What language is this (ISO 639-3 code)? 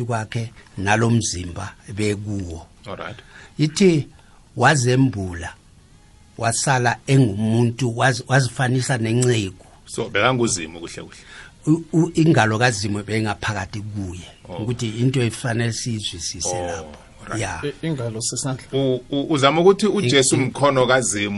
nbl